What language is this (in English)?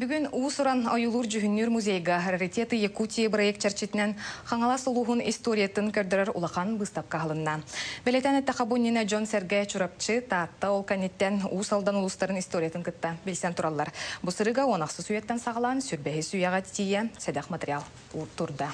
Yakut